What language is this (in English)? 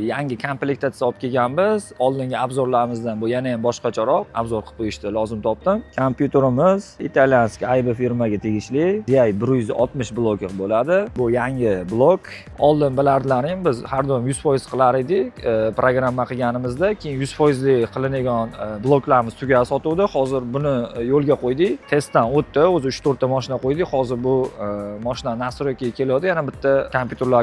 Uzbek